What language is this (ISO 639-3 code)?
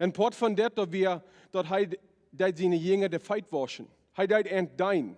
pdt